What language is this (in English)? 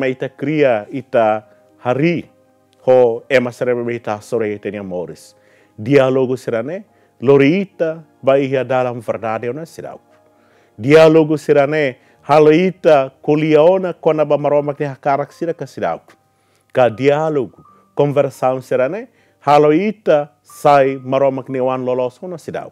Tetum